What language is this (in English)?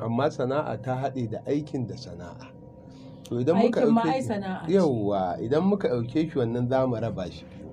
Hausa